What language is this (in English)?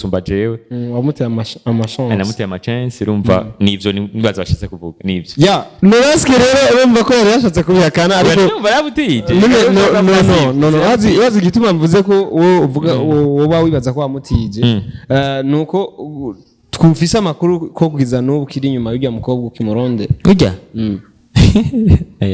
Rundi